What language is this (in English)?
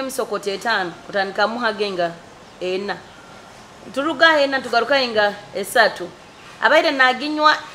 Nyoro